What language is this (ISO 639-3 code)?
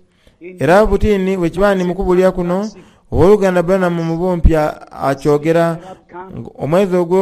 xog